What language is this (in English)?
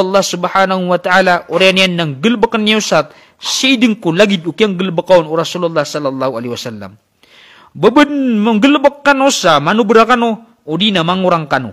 Maranao